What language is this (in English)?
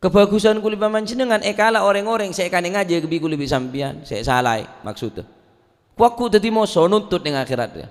Madurese